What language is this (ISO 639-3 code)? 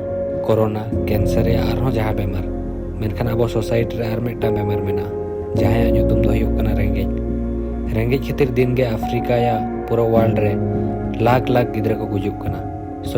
sat